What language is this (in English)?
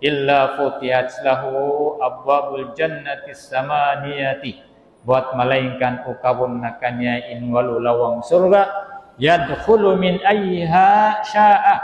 Tausug